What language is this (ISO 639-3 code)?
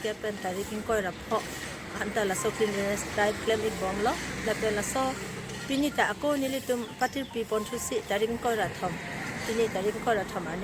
mjw